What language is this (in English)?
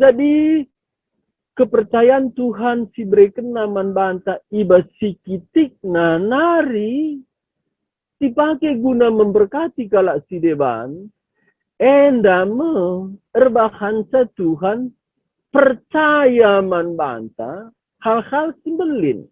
Batak Karo